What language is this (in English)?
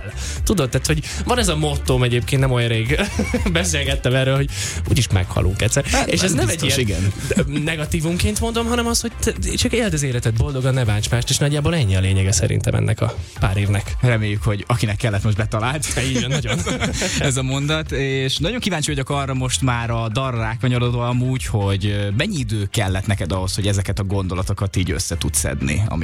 Hungarian